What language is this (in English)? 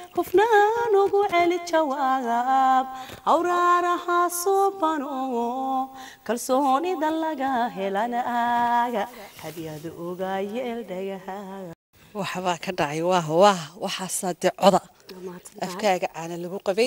Somali